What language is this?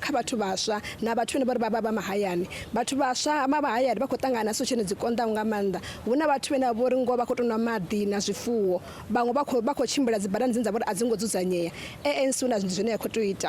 Venda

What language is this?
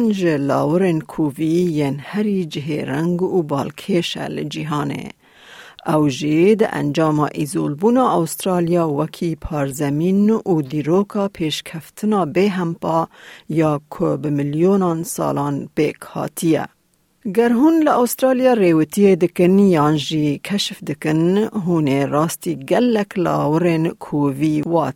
Kurdish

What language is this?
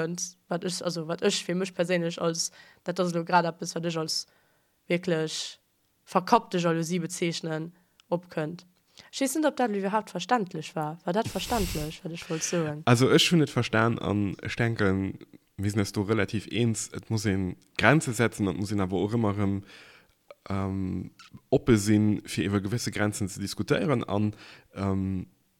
Luxembourgish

